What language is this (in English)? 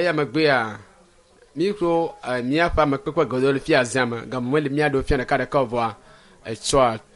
Ewe